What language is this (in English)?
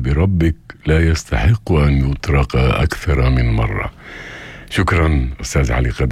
North Levantine Arabic